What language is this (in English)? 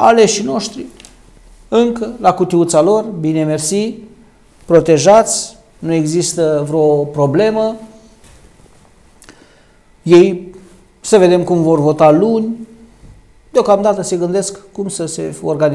Romanian